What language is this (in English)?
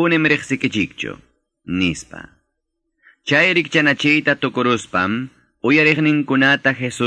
Quechua